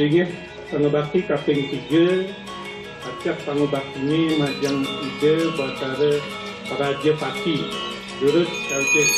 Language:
Balinese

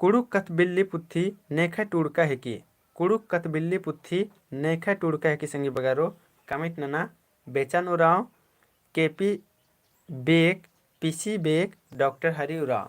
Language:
Kurukh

